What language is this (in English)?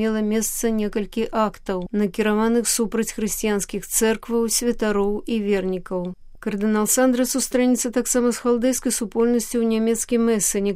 Belarusian